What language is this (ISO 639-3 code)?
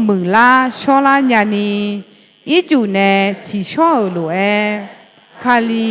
ahk